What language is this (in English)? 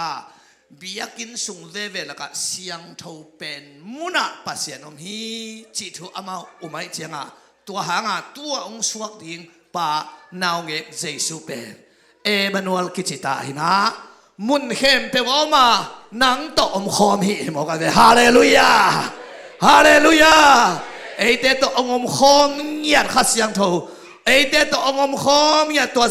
Tedim Chin